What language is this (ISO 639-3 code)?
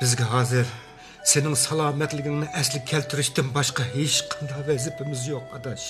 uig